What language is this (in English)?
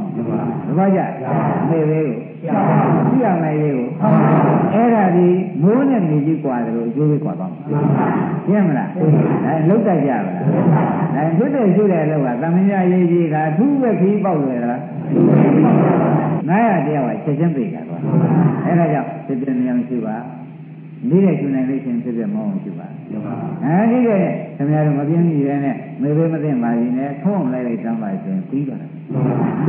Burmese